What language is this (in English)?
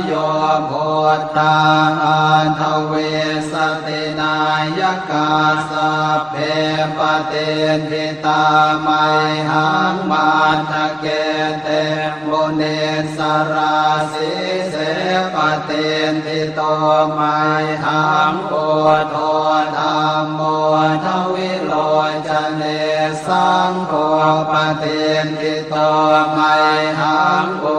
Pali